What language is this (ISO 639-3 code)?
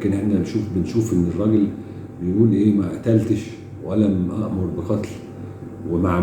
arz